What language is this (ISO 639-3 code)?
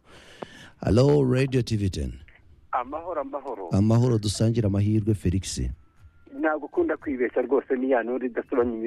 kin